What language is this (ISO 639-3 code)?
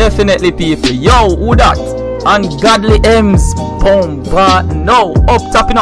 jam